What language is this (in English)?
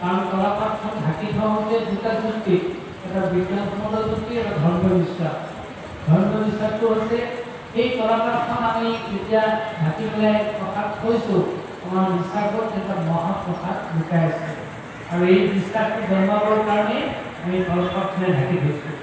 Assamese